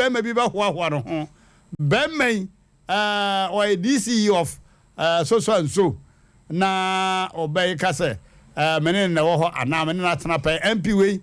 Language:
Akan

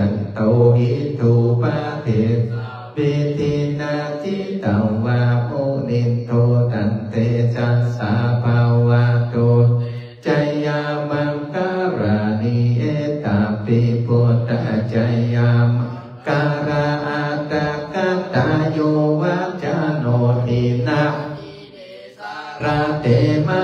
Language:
Pali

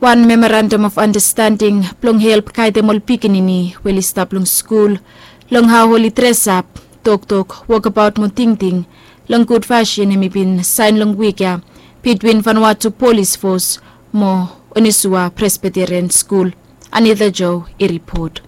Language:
Bislama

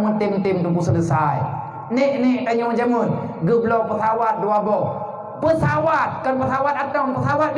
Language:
Achinese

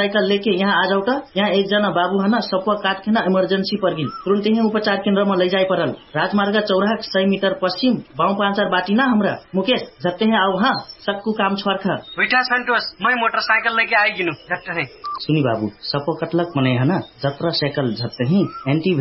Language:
Dangaura Tharu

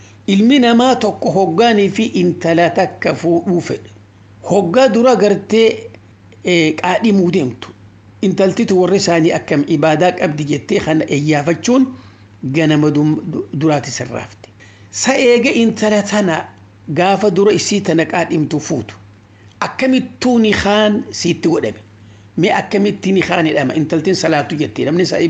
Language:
Oromo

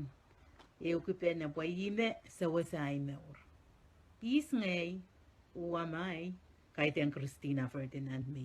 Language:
Pohnpeian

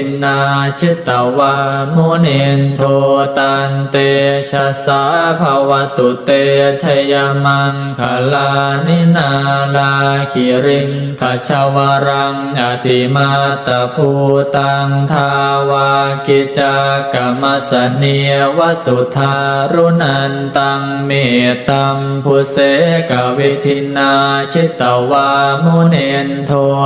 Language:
Pali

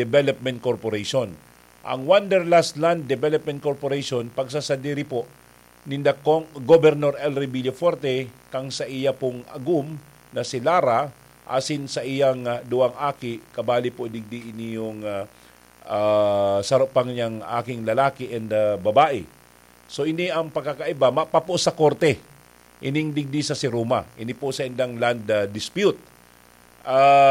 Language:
Bikol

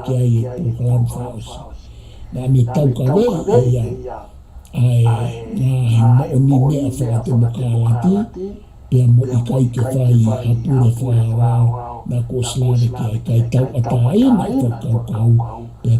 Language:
Tongan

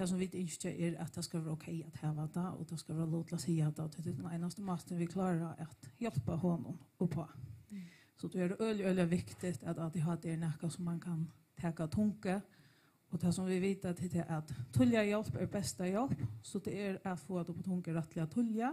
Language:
Faroese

